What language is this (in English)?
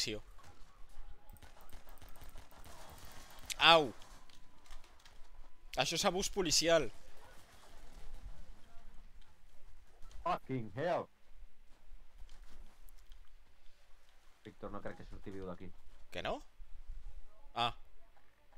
Catalan